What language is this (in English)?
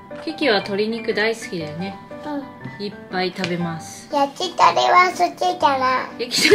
Japanese